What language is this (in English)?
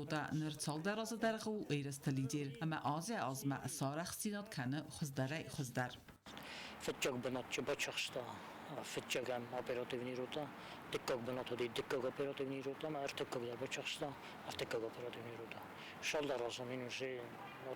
Ossetic